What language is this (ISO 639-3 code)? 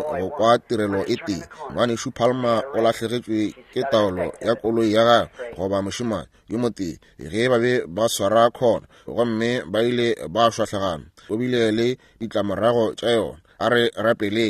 nso